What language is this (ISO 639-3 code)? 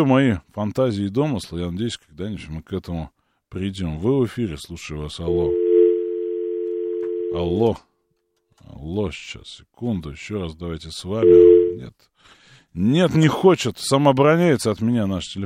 rus